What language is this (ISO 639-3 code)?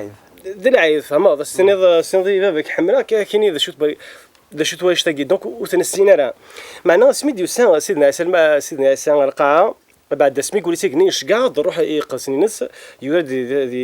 kab